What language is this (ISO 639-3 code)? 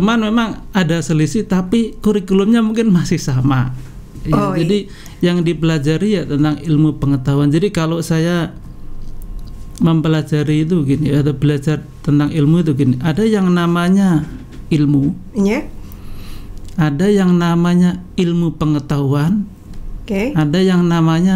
ind